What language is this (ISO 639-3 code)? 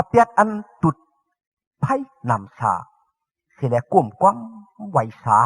shn